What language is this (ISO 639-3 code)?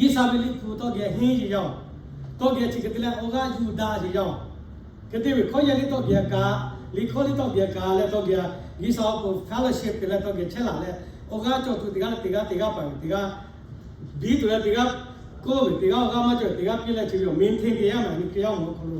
lhu